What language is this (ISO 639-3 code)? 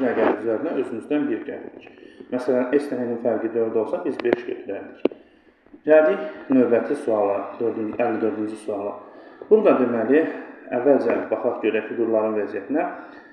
aze